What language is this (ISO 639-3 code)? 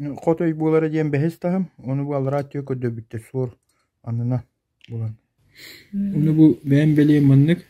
sah